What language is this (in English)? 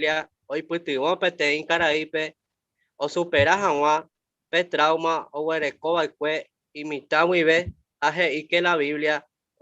Guarani